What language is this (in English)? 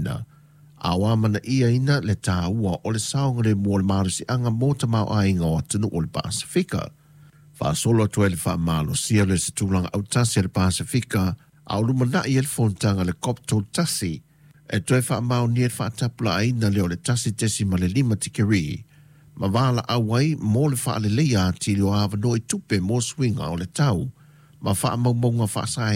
Samoan